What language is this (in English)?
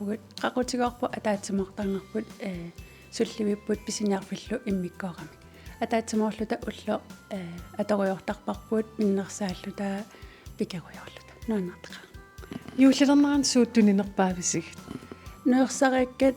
Kalaallisut